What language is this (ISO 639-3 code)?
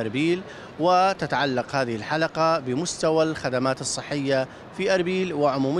acm